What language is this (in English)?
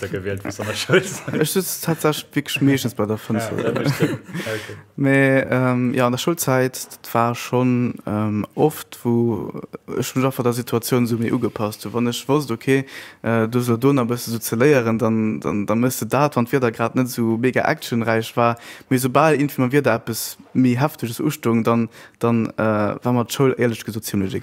Luxembourgish